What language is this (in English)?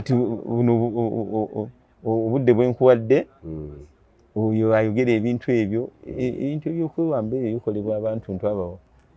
Ganda